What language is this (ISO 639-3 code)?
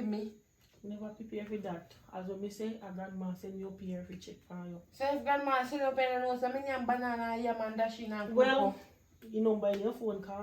jam